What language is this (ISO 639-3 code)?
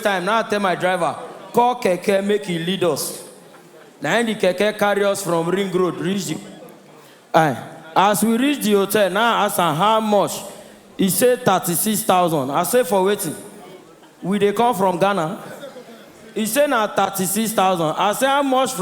pcm